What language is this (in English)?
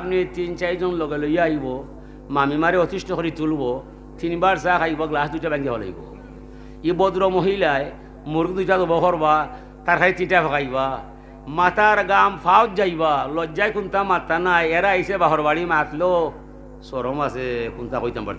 Sylheti